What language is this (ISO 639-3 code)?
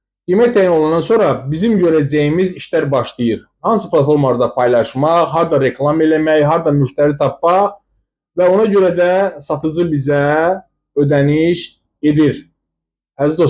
aze